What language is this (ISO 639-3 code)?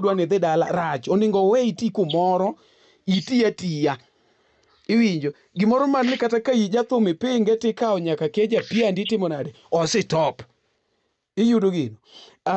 luo